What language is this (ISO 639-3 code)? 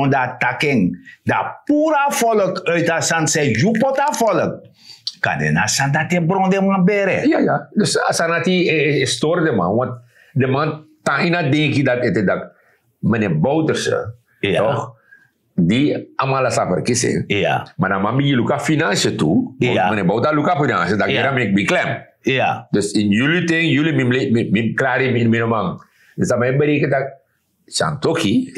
srn